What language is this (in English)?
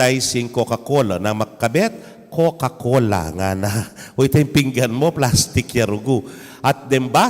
Pampanga